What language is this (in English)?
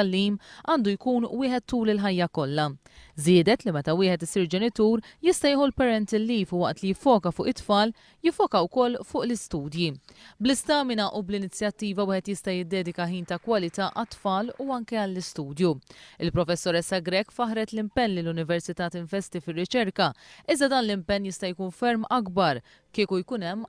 Maltese